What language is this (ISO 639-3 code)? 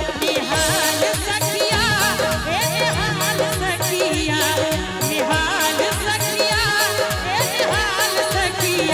mai